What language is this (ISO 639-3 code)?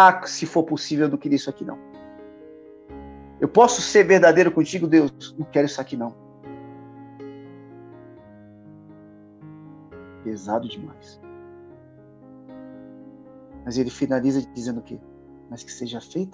por